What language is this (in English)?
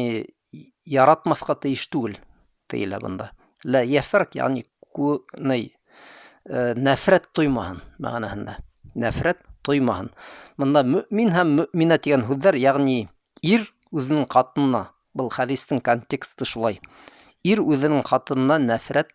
Bashkir